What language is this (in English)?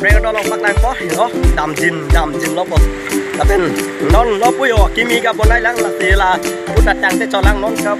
Karbi